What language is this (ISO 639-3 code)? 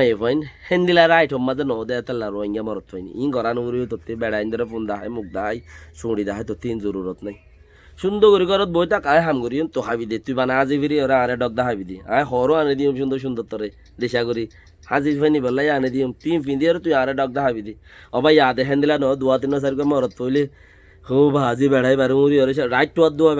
rhg